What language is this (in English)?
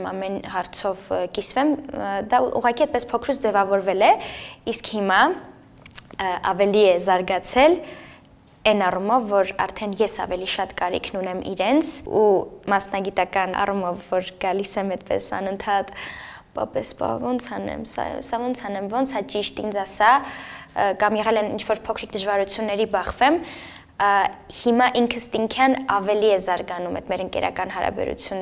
Armenian